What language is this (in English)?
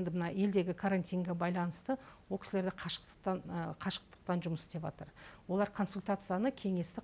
Kazakh